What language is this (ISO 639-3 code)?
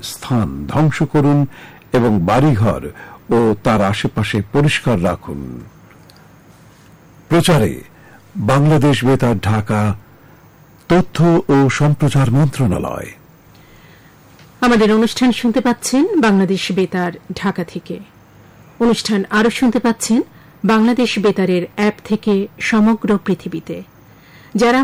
ben